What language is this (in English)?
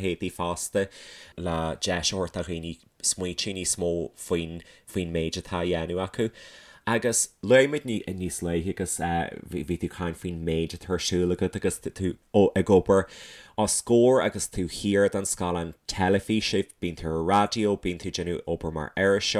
Irish